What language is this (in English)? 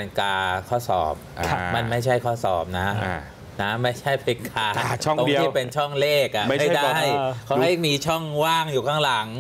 Thai